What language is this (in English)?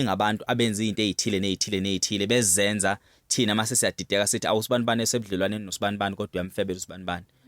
Zulu